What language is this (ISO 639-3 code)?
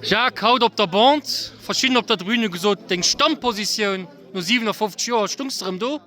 ltz